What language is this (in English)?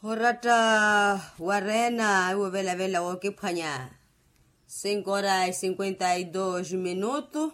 Makhuwa